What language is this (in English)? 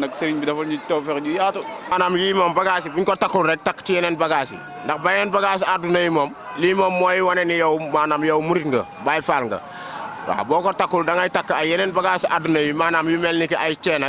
Wolof